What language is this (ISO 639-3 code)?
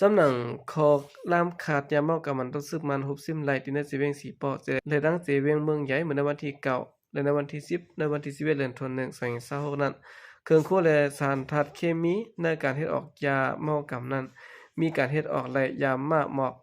shn